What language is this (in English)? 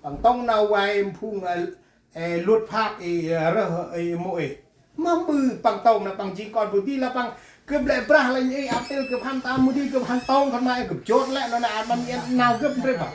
Central Mnong